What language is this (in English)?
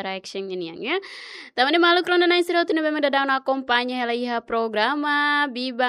Tetum